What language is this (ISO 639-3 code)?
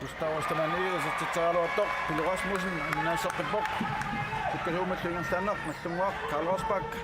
kal